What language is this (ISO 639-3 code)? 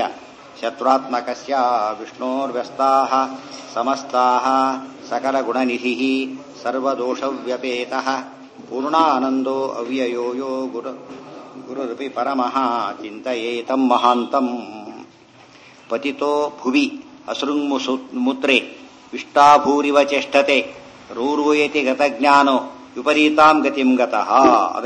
kan